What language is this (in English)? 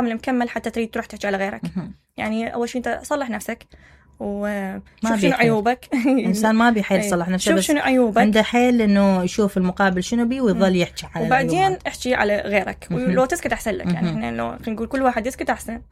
Mesopotamian Arabic